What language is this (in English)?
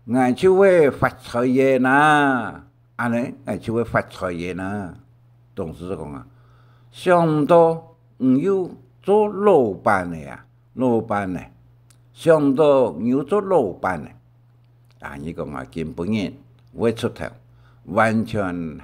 Hakka Chinese